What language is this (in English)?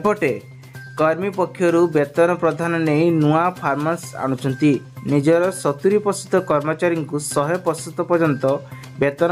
Odia